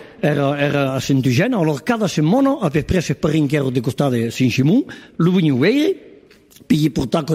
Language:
Occitan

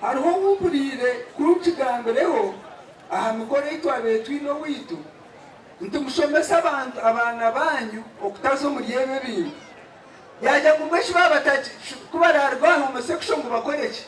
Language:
Nyankole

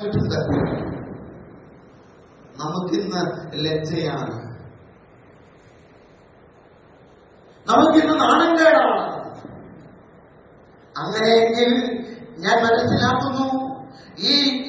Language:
Malayalam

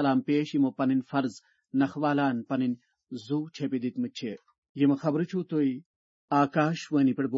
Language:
Kashmiri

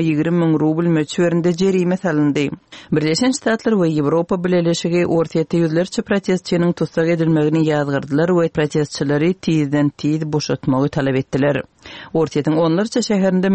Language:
Turkmen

